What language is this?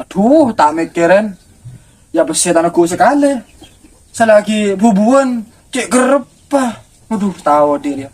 Madurese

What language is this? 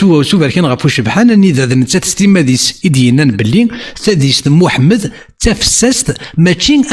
Kabyle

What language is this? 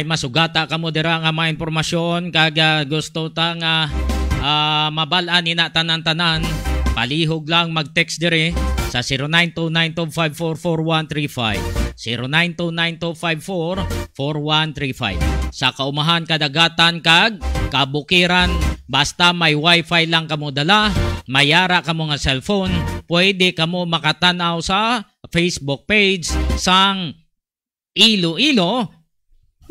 Hiligaynon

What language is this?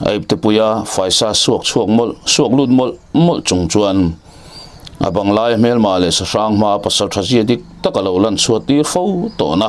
Mizo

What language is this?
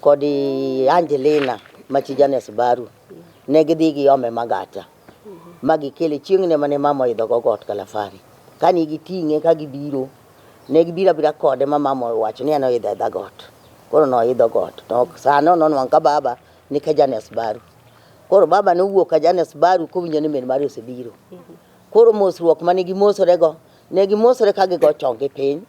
Luo (Kenya and Tanzania)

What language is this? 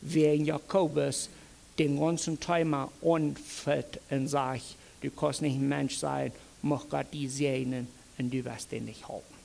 Plautdietsch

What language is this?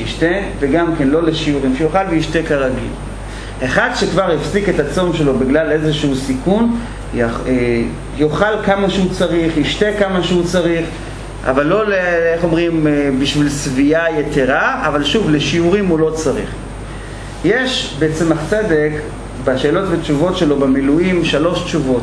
Hebrew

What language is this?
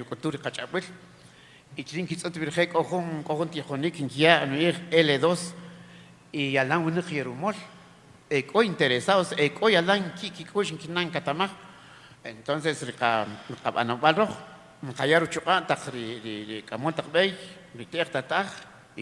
Kaqchikel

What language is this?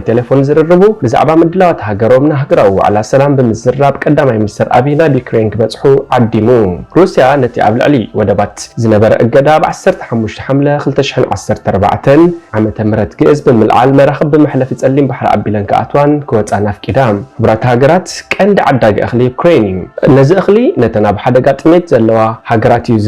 Tigrinya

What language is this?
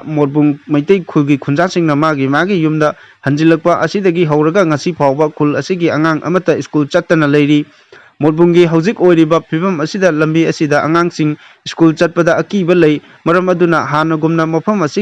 Manipuri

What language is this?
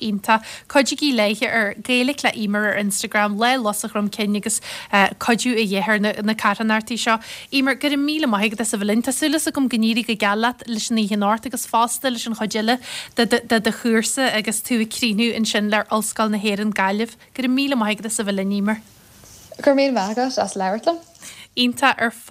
Irish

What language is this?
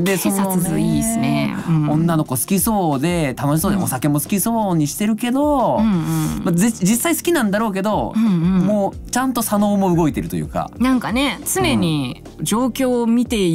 Japanese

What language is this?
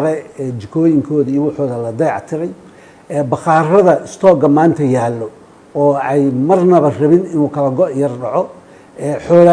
Somali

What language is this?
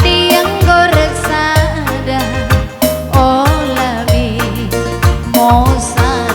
Batak Karo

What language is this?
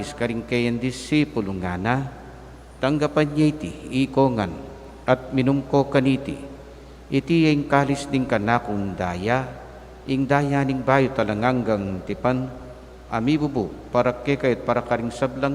Pampanga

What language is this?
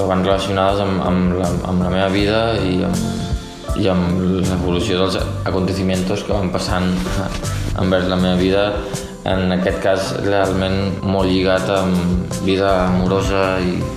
Catalan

